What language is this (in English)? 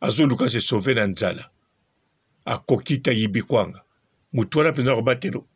Lingala